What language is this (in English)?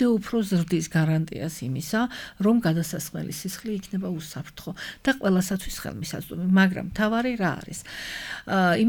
Georgian